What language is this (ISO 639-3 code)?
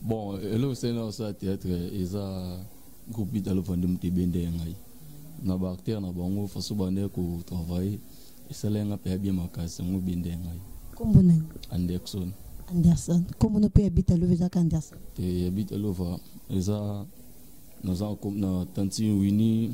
lin